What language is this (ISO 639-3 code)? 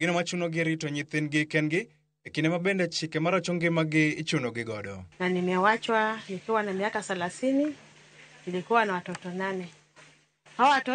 luo